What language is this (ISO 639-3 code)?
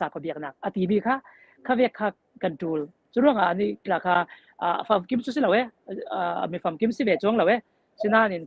cfm